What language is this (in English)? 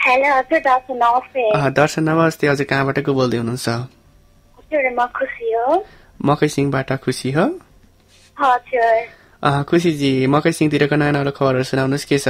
Nepali